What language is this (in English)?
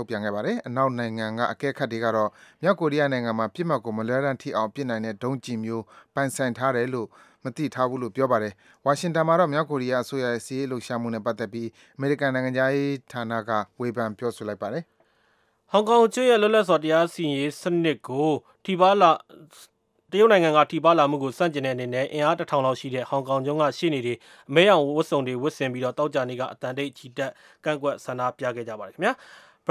Burmese